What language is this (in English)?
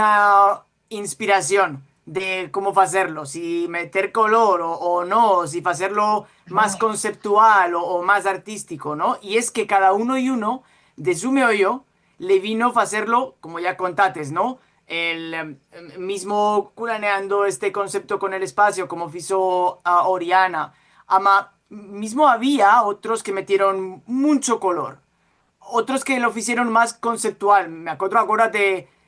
Ladino